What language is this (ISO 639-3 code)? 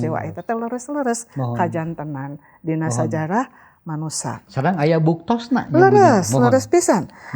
sun